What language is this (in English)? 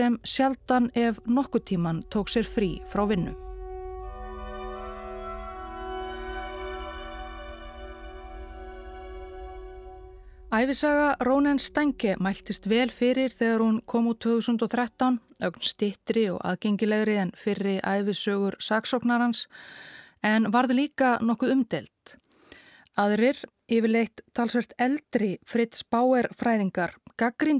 Icelandic